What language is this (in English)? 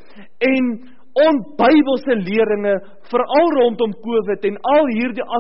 Afrikaans